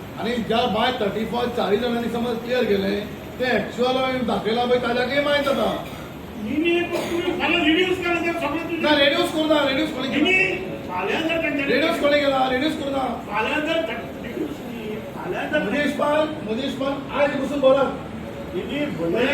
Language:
Konkani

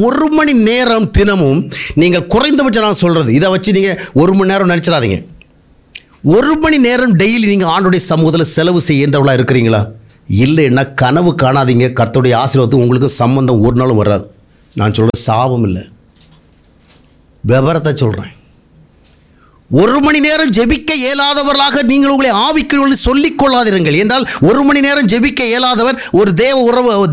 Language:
Tamil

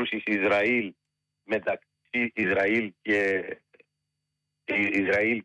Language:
Greek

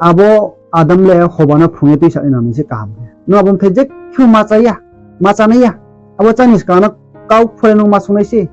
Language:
Riang (India)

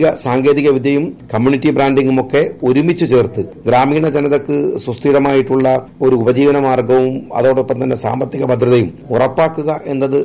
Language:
Malayalam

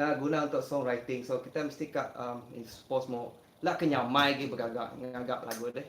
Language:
Iban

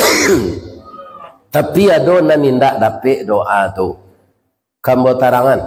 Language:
Minangkabau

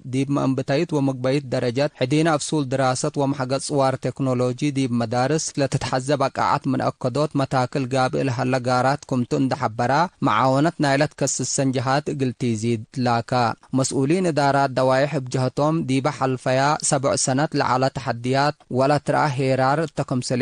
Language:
Tigre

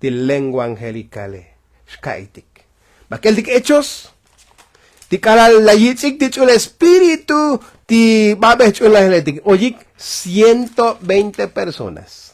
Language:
Tzotzil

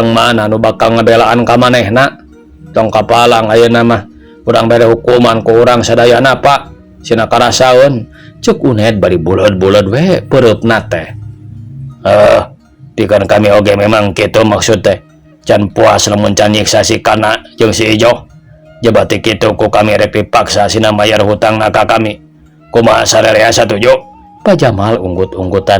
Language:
Sundanese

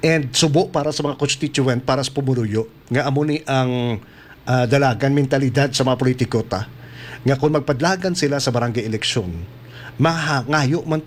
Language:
Hiligaynon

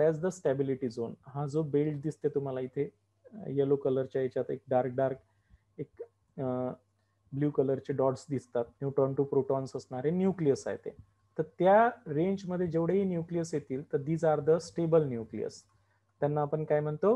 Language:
Marathi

